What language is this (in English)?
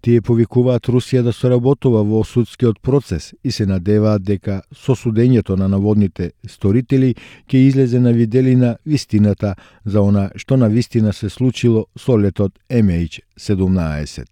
Macedonian